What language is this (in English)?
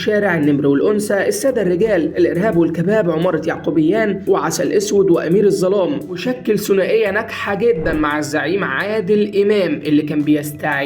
Egyptian Arabic